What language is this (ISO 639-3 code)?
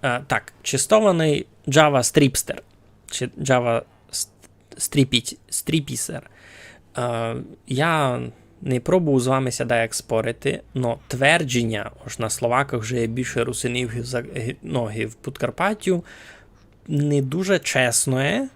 rue